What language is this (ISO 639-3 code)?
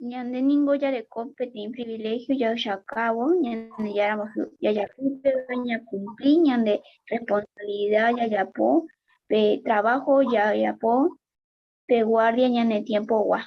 grn